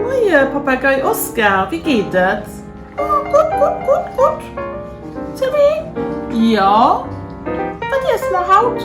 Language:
Luxembourgish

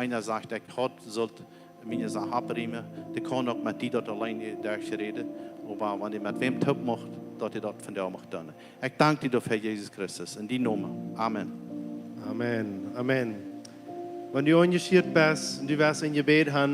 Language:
Plautdietsch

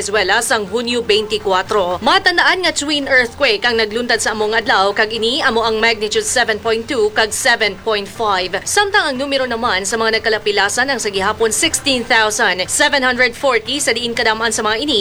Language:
Hiligaynon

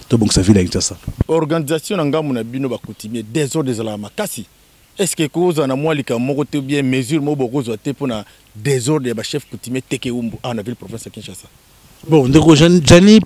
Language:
Lingala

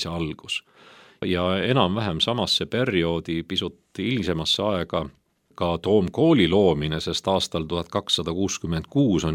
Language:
Estonian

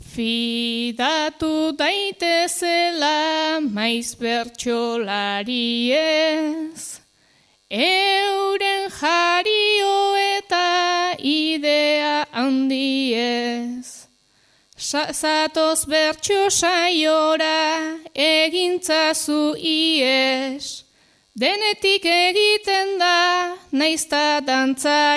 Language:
Basque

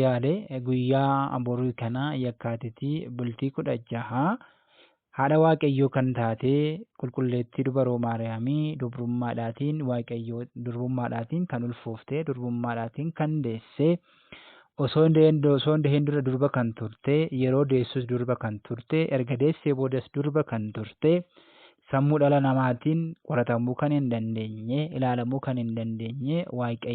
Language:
Oromo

